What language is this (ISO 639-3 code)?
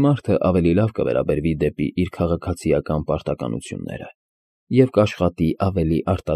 hye